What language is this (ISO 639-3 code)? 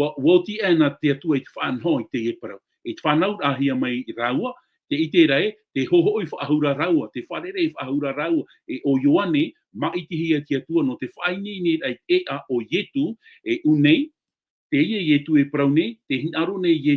tah